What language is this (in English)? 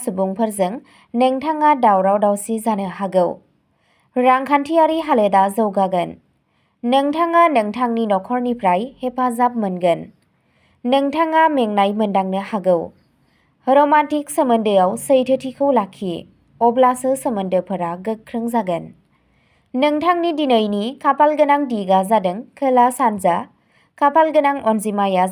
Bodo